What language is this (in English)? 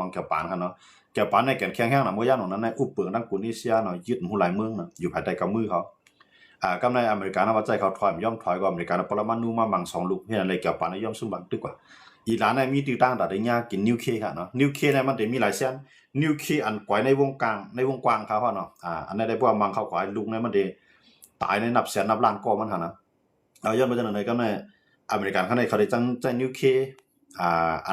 Shan